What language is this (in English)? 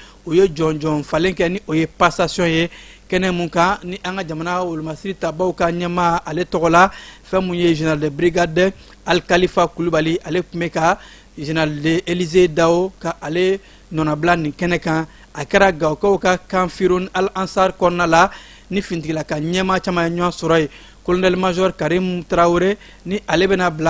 Bambara